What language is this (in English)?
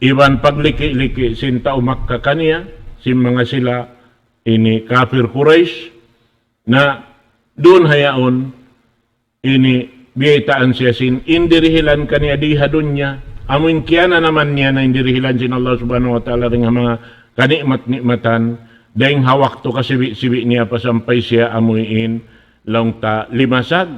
Tausug